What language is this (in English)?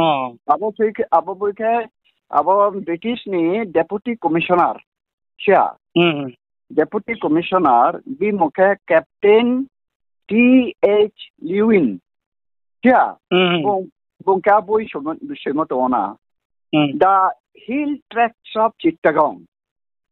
Riang (India)